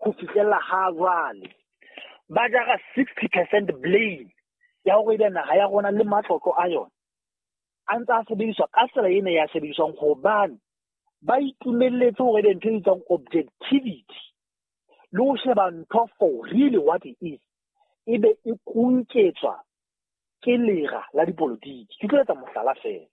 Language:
Southern Sotho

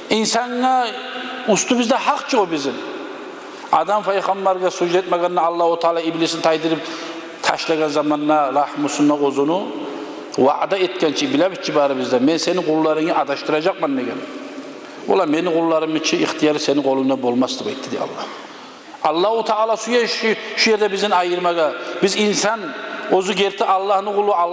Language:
Kumyk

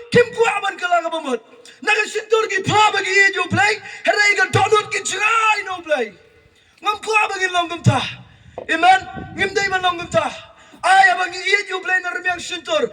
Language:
Khasi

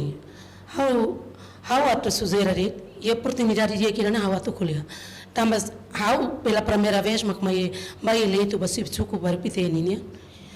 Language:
Tetum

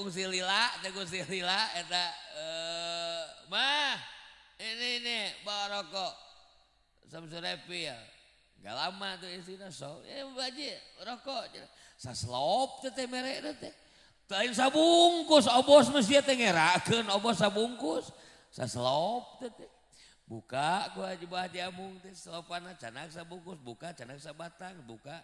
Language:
Sundanese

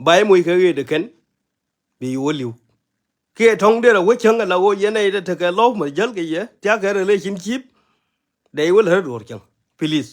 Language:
Nuer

